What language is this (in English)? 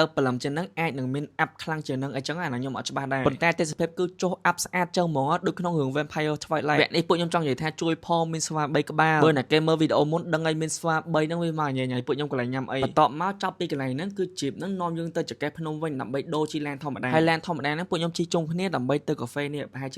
Khmer